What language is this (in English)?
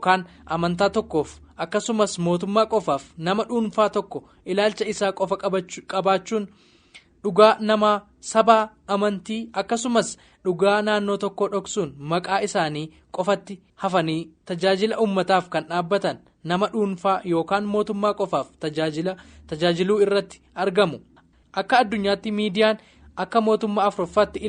Oromo